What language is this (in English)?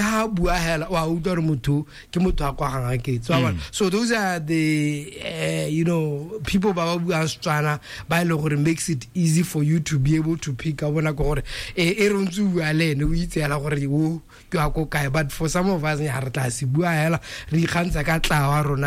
Tswana